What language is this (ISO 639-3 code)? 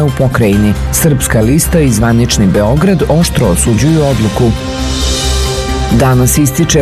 srp